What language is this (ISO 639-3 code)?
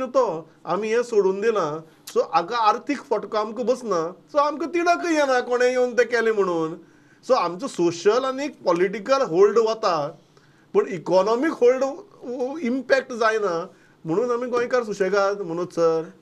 kok